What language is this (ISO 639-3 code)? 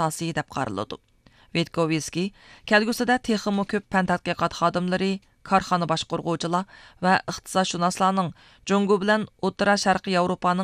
uig